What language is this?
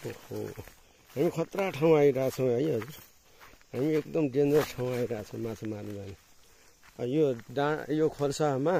Nepali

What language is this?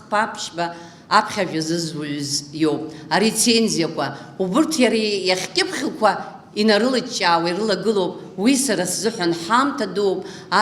Abkhazian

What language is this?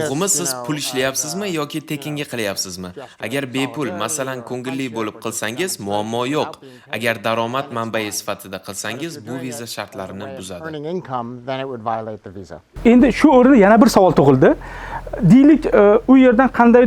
Uzbek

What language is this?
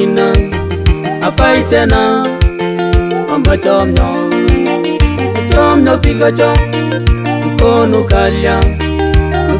Swahili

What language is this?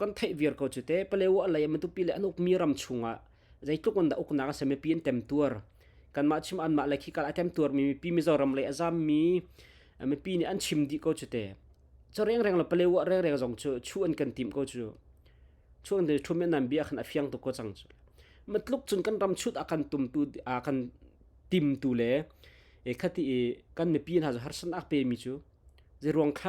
Hakha Chin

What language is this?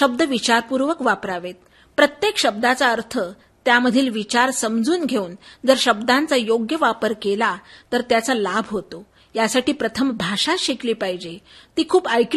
Marathi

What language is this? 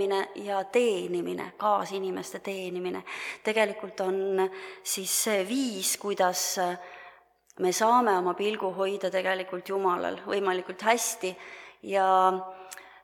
Estonian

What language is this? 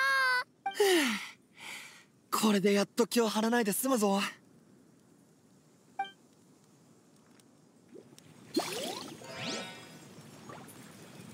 Japanese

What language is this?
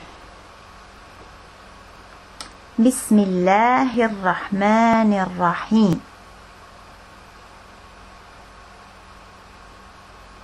Estonian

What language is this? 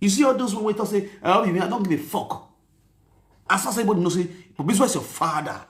Nigerian Pidgin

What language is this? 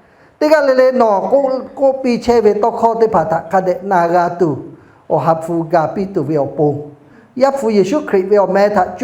Lahu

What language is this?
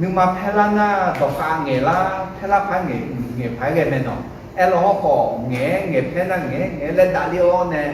Akha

